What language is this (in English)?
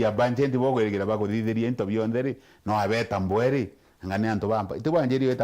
Meru